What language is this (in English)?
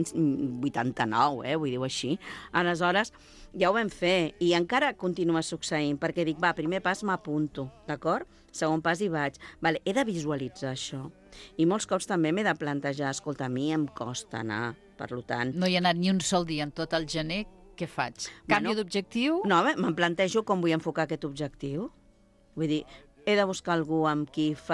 Catalan